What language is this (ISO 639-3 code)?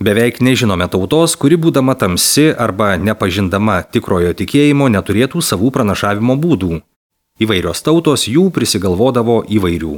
lit